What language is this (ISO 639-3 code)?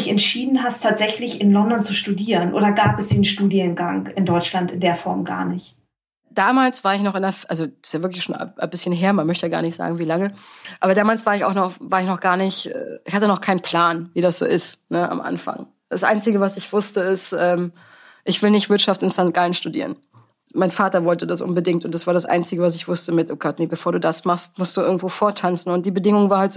deu